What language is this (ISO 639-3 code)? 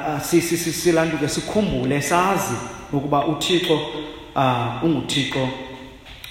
xho